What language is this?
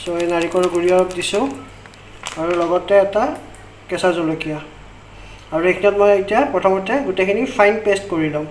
Assamese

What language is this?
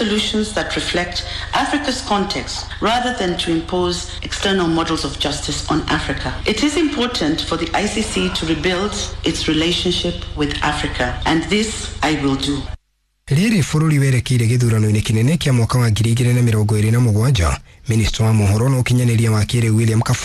Kikuyu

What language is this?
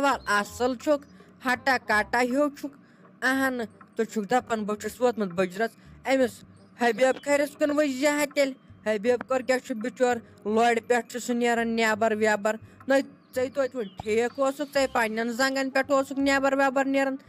Kashmiri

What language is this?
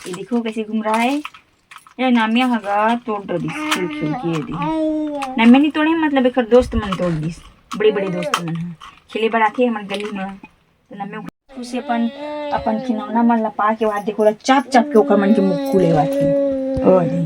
Chhattisgarhi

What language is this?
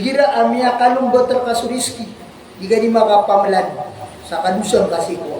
Maranao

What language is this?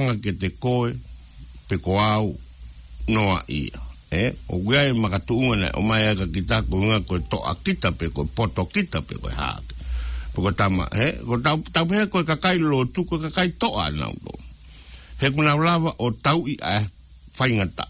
Tongan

